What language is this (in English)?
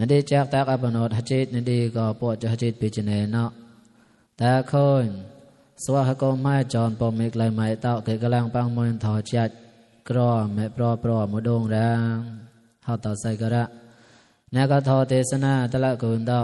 Mon